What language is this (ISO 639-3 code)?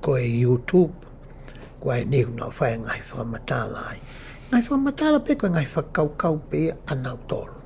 ton